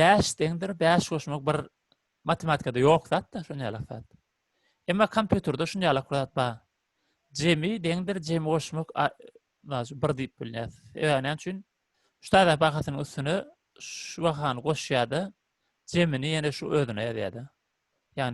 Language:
Turkmen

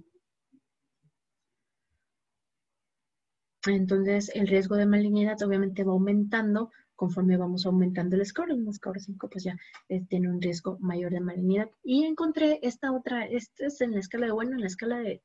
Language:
Spanish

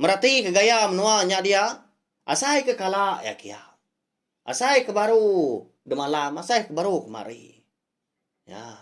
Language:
Iban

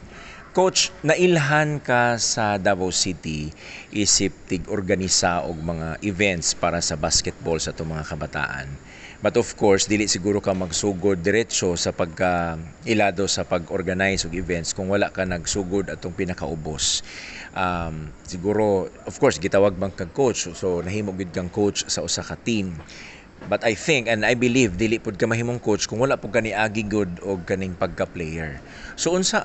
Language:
Cebuano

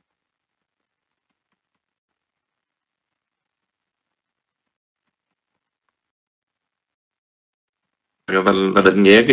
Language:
Vietnamese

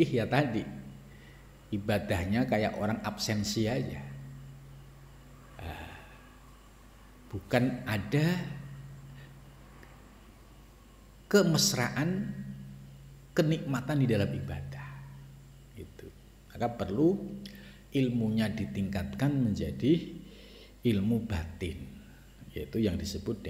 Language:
Indonesian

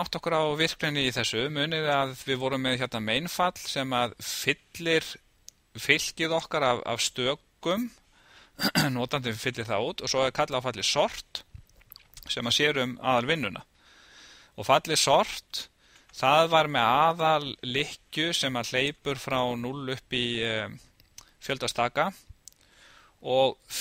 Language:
Icelandic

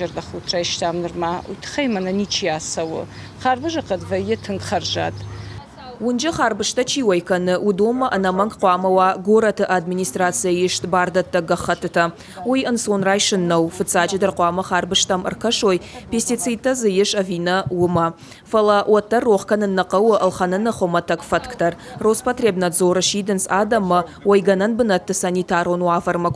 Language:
Ossetic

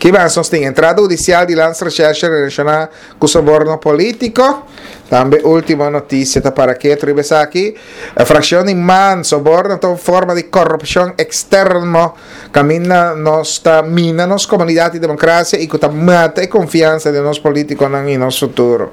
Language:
Papiamento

